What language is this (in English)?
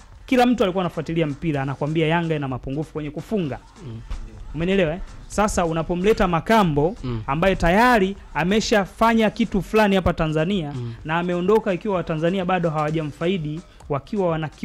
Swahili